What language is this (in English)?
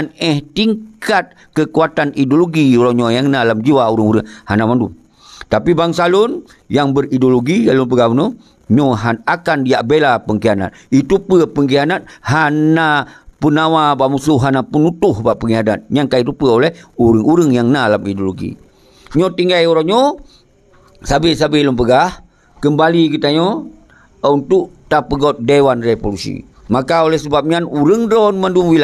Achinese